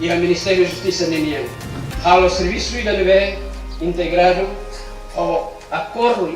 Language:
Tetum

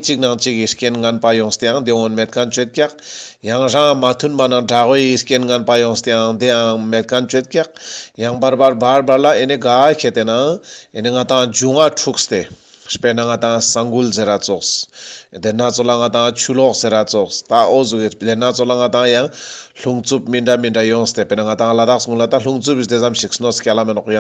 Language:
Ladakhi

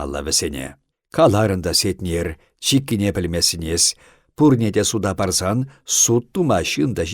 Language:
Chuvash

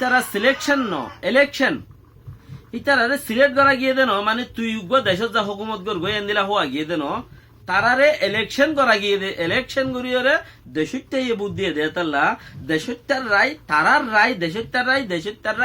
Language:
Rohingya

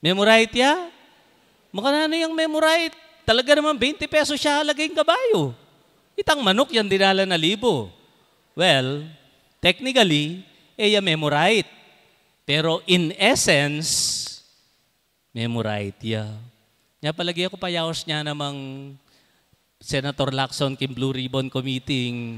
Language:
Pampanga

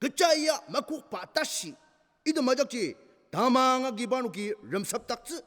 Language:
Ao Naga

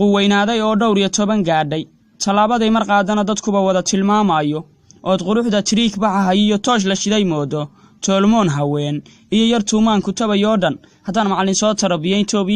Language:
Somali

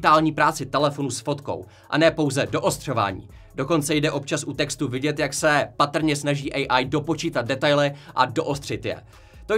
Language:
Czech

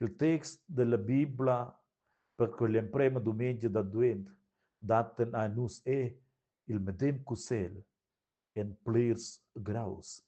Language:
Romansh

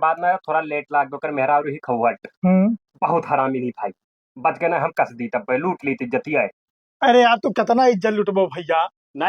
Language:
Awadhi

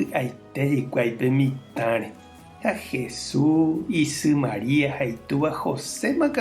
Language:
Guarani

